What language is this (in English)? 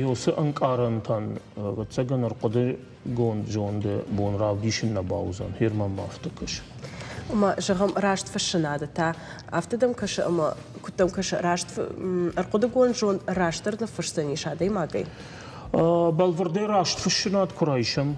Ossetic